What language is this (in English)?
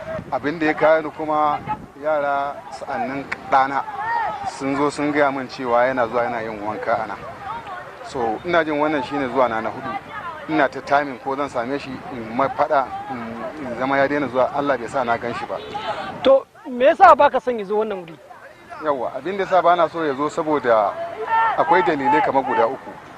Hausa